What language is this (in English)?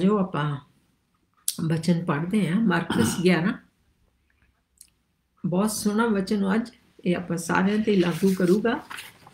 Punjabi